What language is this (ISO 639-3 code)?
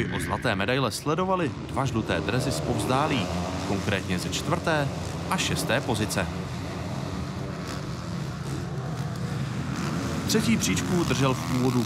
ces